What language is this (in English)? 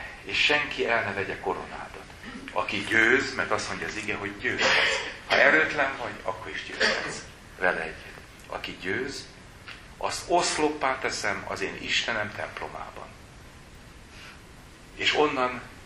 Hungarian